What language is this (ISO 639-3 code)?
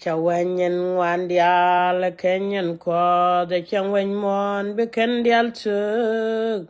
nus